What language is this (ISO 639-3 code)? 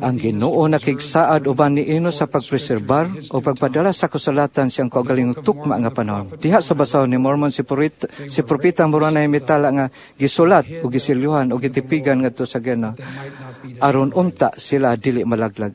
ceb